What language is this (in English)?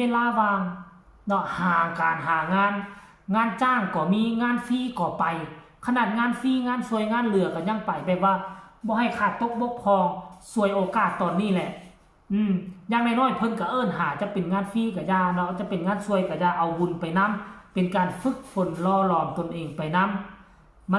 Northeastern Thai